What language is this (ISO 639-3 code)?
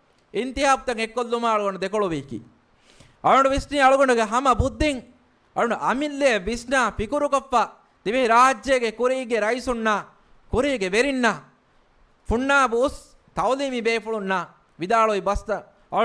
div